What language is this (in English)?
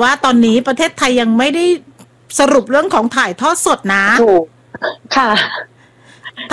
Thai